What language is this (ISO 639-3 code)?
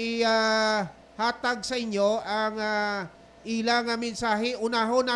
hil